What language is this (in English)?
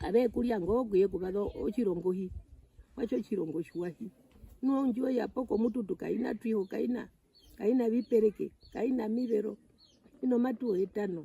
Herero